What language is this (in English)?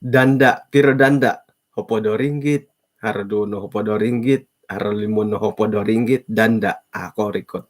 Central Dusun